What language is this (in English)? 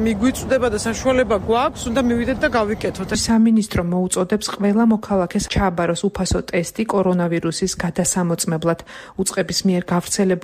Georgian